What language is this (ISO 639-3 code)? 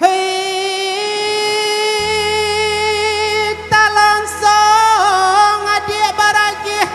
min